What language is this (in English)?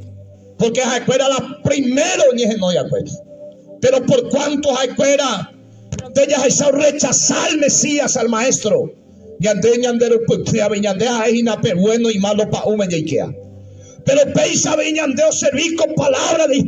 Guarani